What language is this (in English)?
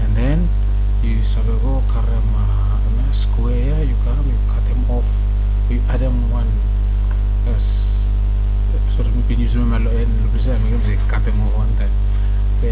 Bislama